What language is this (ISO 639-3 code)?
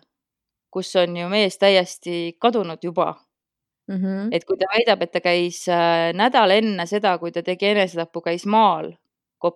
est